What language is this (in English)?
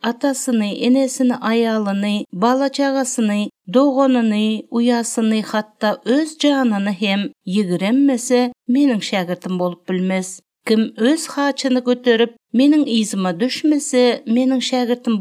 Turkmen